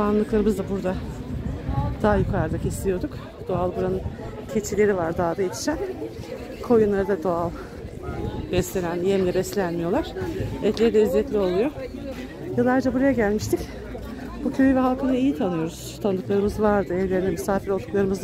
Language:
Turkish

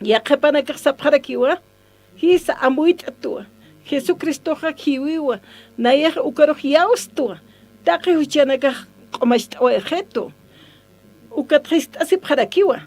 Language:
Aymara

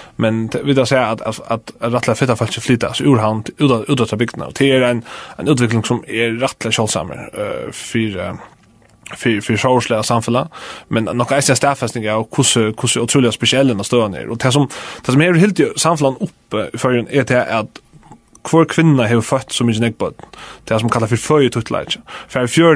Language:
Faroese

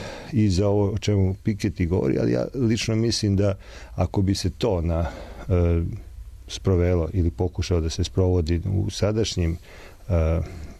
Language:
Serbian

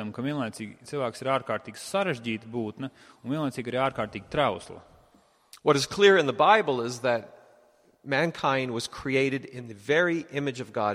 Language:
Latvian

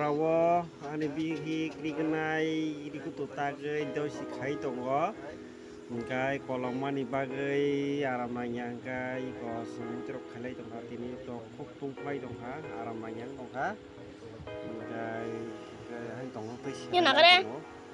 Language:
Kok Borok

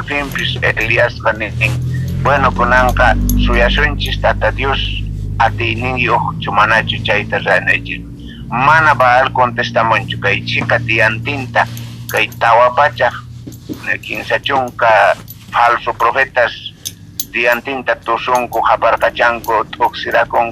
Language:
South Bolivian Quechua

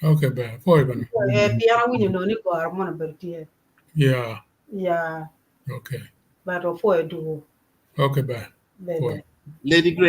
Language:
Acoli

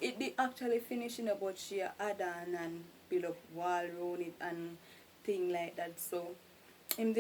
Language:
Jamaican Creole English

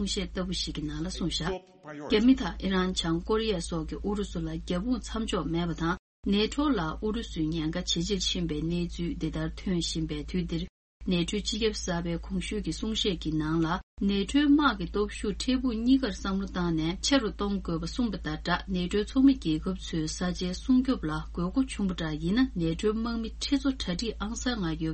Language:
Tibetan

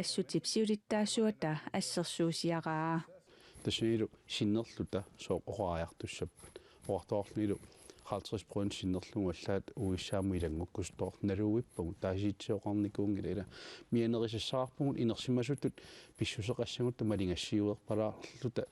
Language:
Kalaallisut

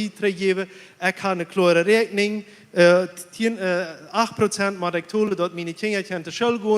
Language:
Plautdietsch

